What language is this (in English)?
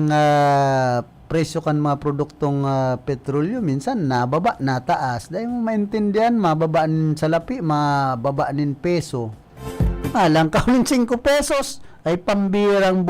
Bikol